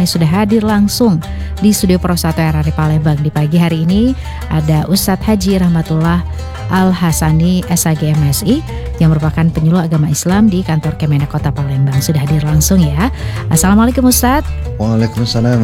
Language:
Indonesian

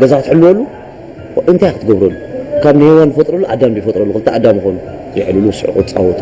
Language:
Tigrinya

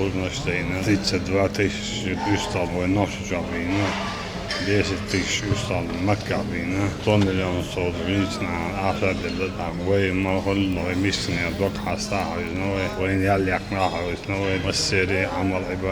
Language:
Chechen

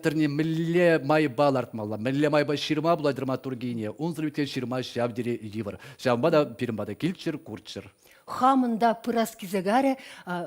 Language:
Chuvash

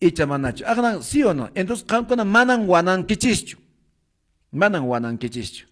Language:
Quechua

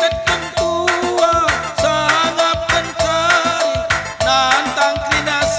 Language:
Batak Karo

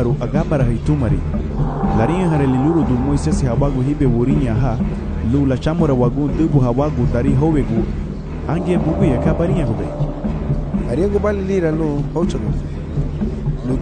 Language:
Garifuna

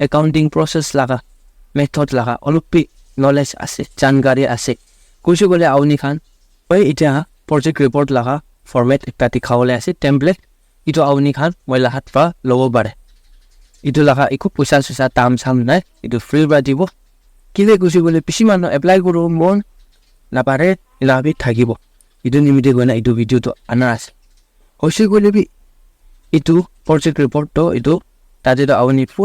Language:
Naga Pidgin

